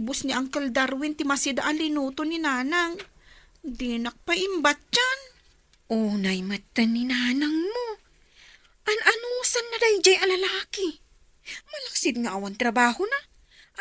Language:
Iloko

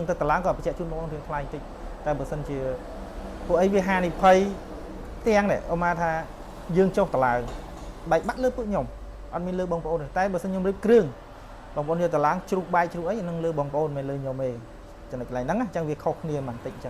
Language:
Khmer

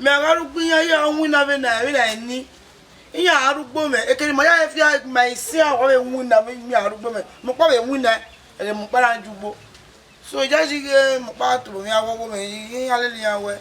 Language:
Bini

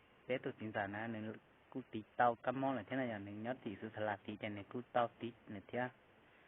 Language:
Hmong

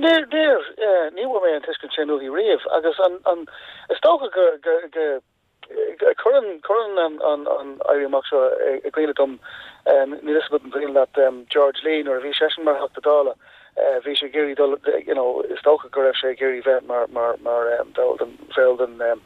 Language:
Irish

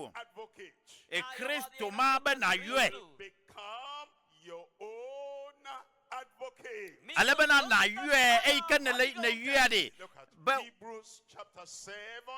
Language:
Ewe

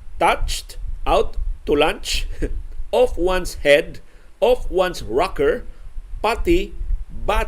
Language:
Cebuano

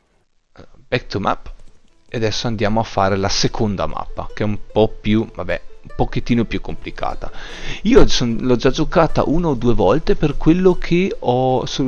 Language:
Italian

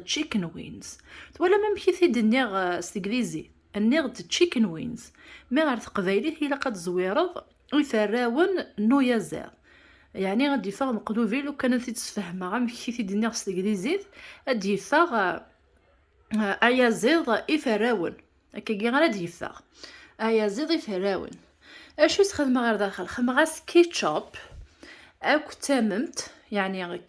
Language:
Kabyle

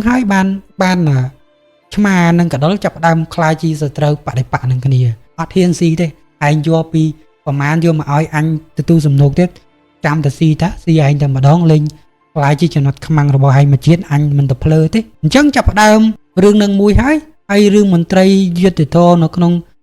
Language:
Khmer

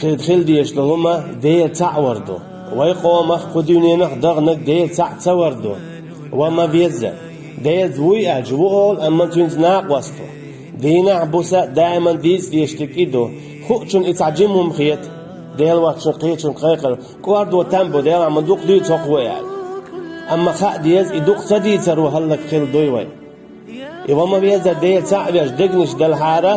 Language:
Chechen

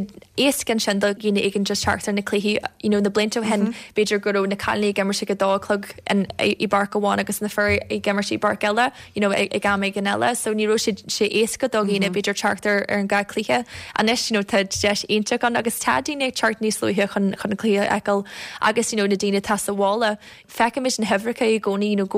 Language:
Irish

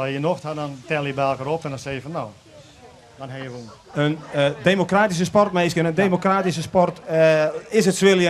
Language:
Western Frisian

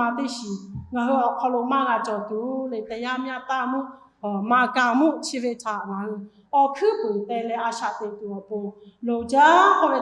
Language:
Lahu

